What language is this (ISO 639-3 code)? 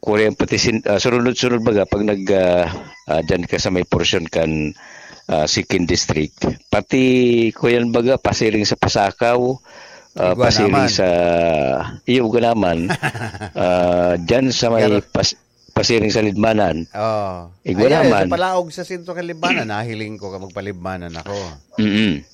bik